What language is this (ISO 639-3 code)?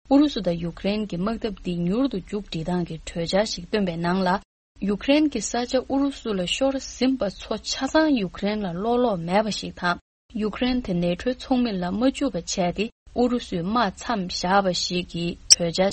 bod